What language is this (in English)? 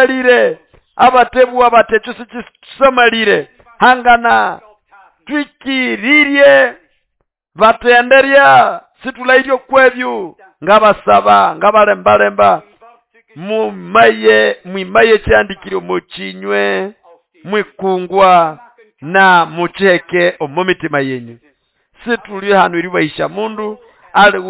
Nande